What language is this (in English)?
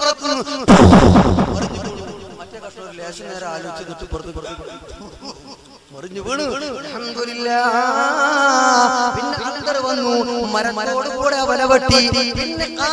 Malayalam